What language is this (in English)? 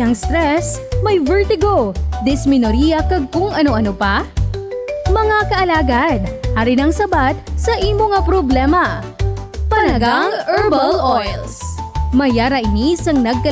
Hiligaynon